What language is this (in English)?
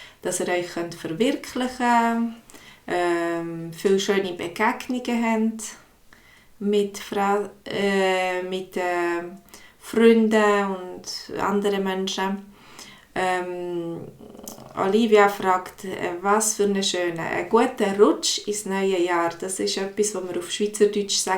Swiss German